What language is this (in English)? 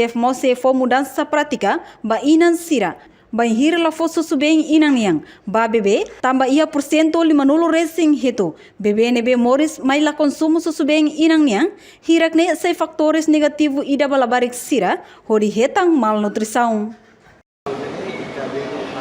Tetum